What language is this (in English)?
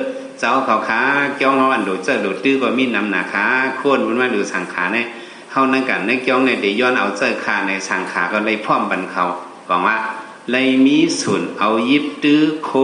Shan